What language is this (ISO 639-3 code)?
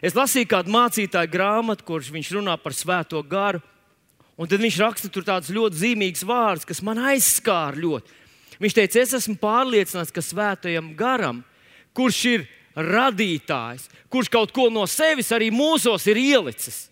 lav